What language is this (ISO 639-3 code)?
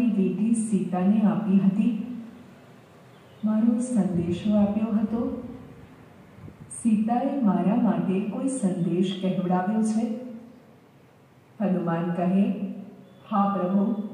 guj